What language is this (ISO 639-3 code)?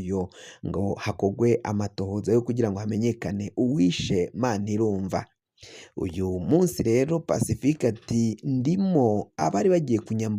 run